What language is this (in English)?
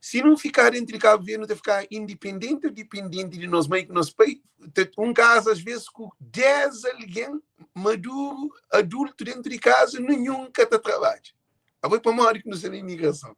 Kabuverdianu